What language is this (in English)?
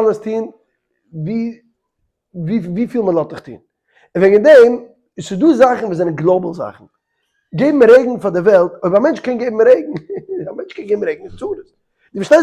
Yiddish